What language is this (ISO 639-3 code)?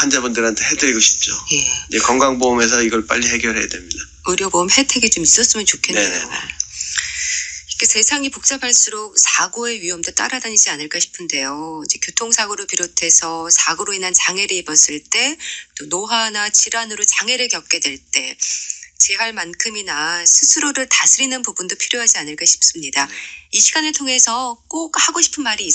kor